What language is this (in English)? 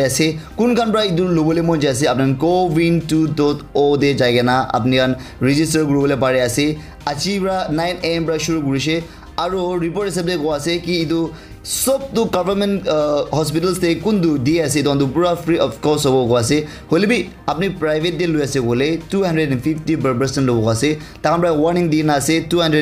Naga Pidgin